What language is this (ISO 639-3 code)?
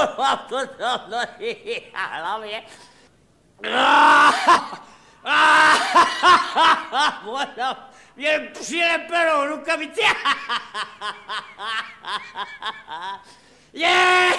ces